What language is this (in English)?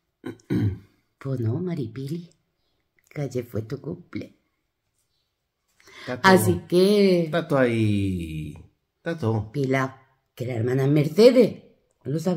Spanish